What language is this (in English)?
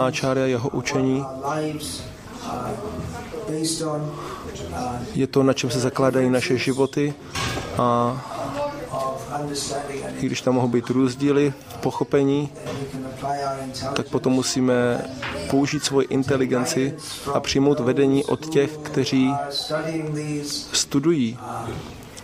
Czech